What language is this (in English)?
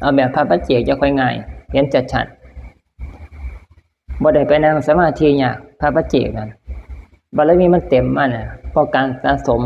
Northeastern Thai